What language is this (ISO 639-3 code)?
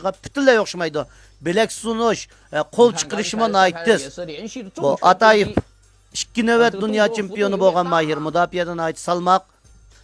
uig